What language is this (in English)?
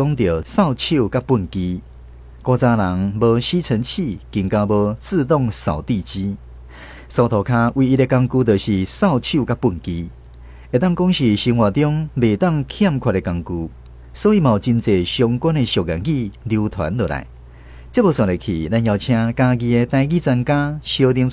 Min Nan Chinese